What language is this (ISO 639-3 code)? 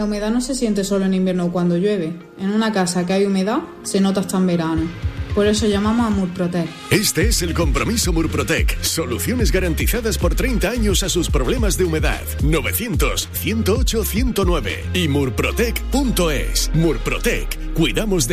spa